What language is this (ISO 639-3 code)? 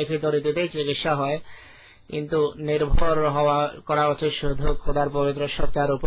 ben